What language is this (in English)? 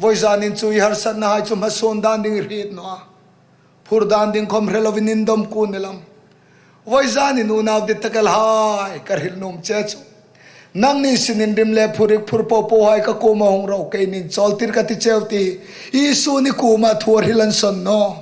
Hmar